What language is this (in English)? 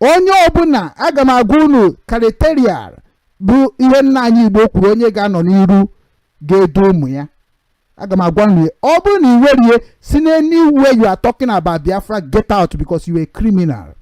Igbo